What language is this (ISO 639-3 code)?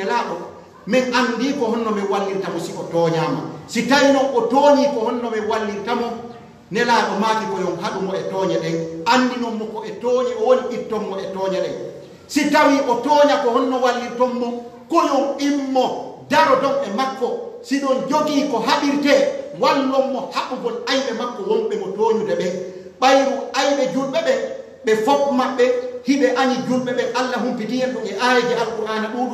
fuf